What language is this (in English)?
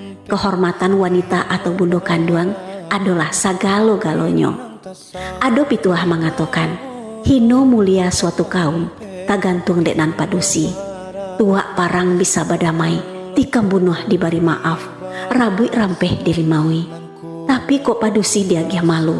Minangkabau